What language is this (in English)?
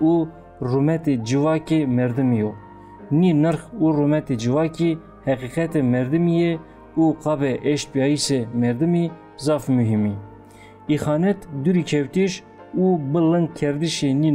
Zaza